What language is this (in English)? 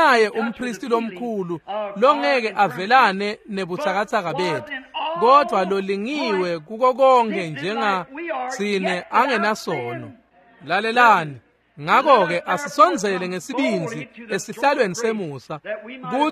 Swati